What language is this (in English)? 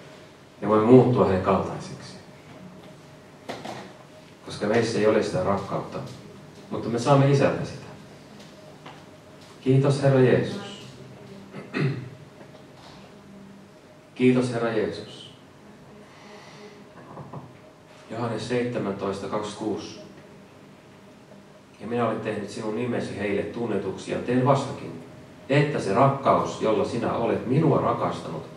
Finnish